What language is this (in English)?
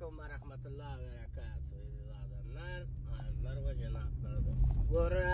Turkmen